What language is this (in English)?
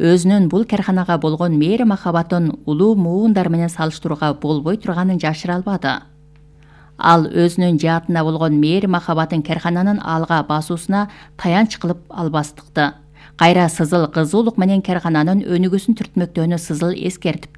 Kyrgyz